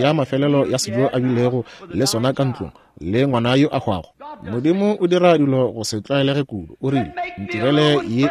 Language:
Northern Sotho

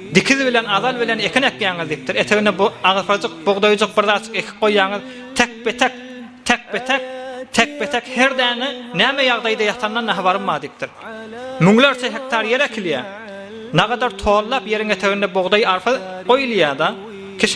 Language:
Turkmen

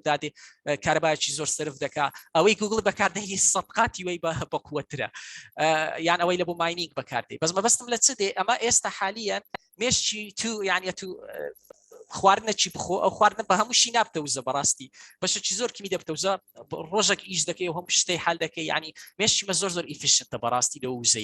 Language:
Central Kurdish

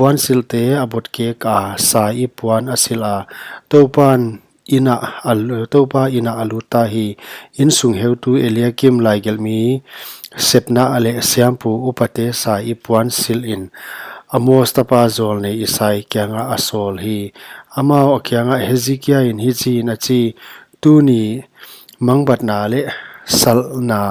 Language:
Paite Chin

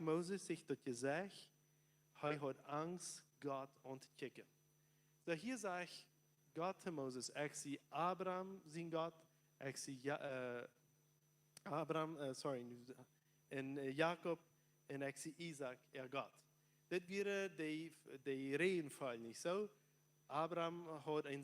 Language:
Plautdietsch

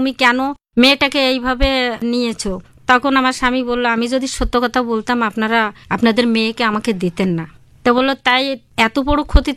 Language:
Bangla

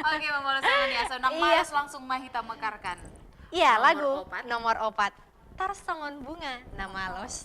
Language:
Batak Toba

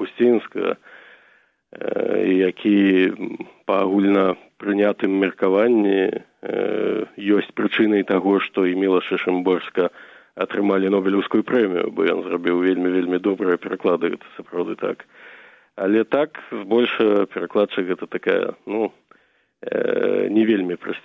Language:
Belarusian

